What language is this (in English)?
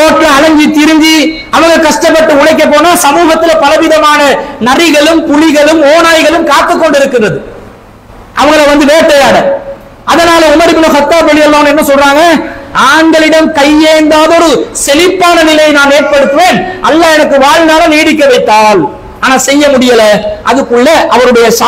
Tamil